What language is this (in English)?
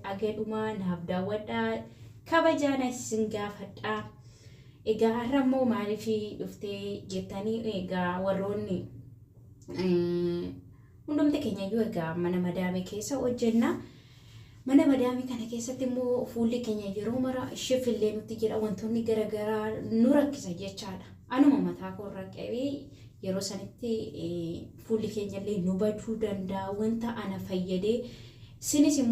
Oromo